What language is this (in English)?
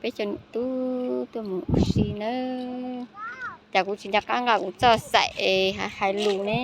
Hmong